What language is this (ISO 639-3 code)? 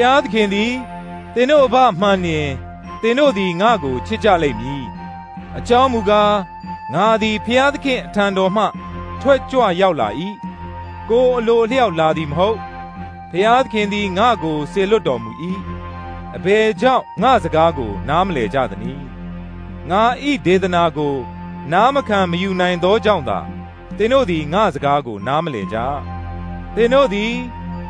mya